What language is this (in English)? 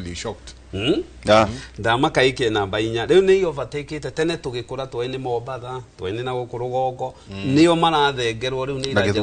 Kikuyu